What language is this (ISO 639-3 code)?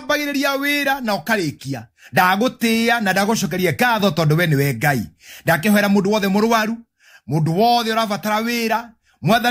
kik